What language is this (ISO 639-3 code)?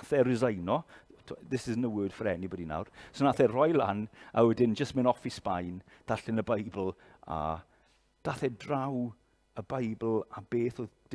cym